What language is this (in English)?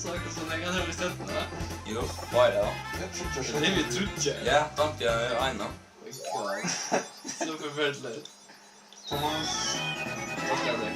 Faroese